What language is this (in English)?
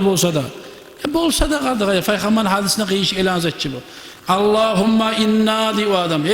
Kumyk